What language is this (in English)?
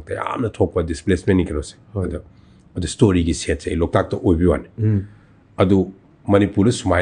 Manipuri